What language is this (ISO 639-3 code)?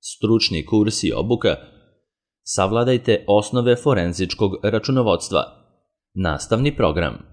srp